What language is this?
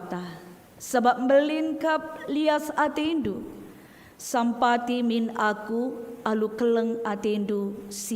Batak Karo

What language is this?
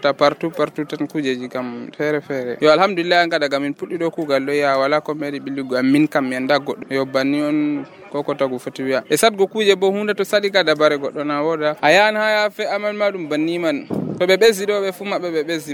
Nigerian Fulfulde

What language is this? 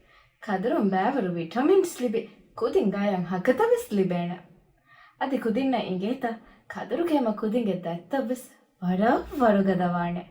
Divehi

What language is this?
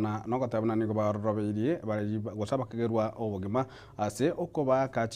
Gusii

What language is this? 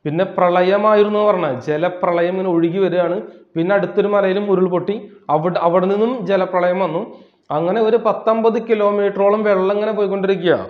Malayalam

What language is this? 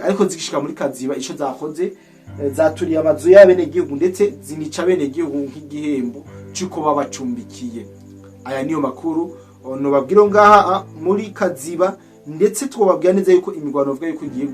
Rundi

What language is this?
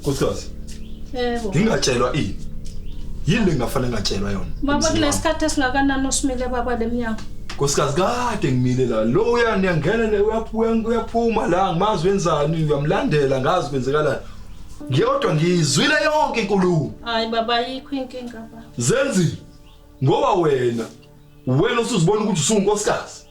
Zulu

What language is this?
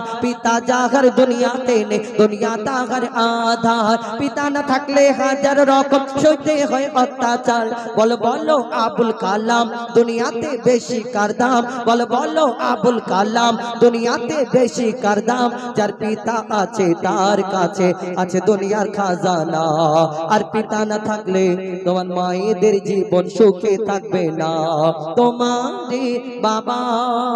Bangla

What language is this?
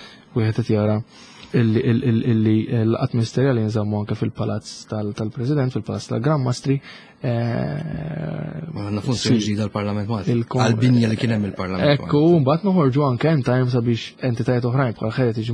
Maltese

